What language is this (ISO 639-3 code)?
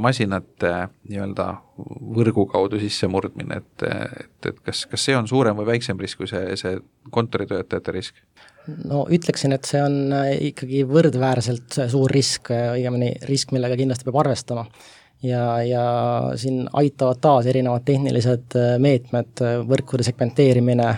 est